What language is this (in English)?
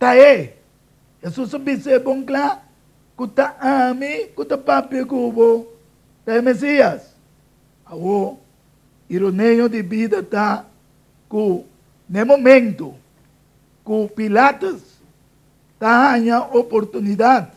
Papiamento